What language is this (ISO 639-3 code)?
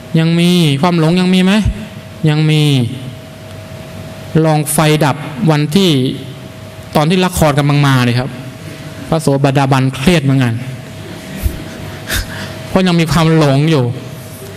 tha